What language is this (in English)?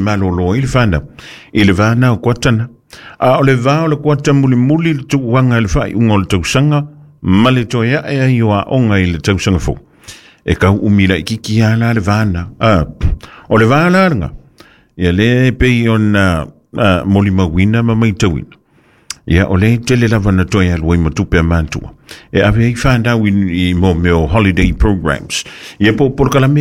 Samoan